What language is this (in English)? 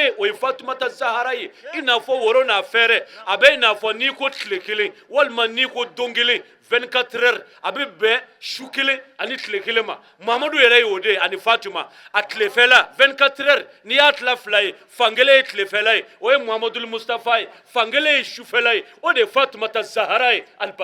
Bambara